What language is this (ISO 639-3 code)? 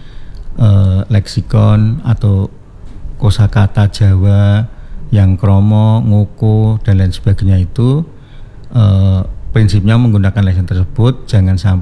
ind